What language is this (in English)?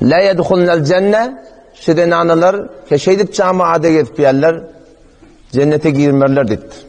Turkmen